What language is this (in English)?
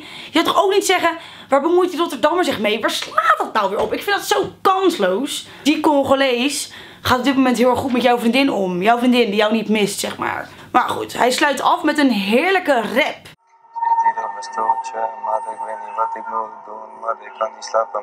Dutch